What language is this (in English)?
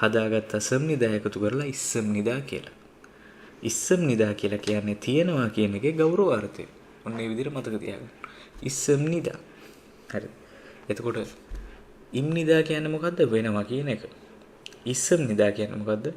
Sinhala